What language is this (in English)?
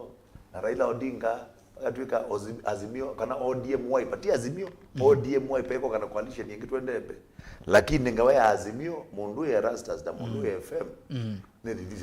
Kamba